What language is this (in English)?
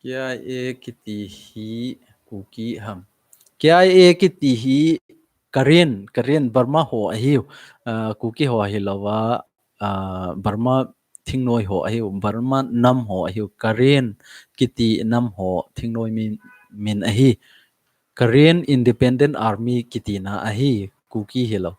Thado Chin